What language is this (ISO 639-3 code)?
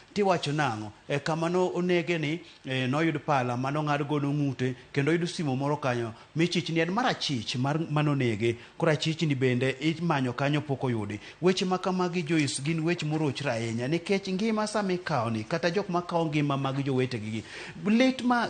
luo